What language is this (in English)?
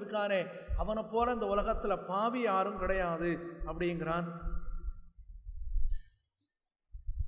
Tamil